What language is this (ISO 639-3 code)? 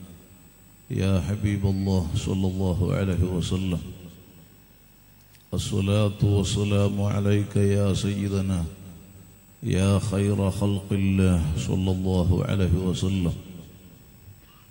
mal